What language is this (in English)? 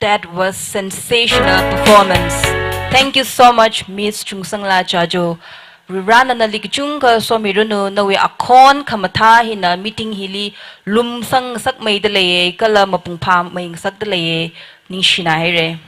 Tangkhul Naga (India)